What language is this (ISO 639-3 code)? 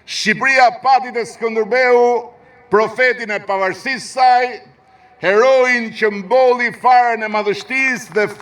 sqi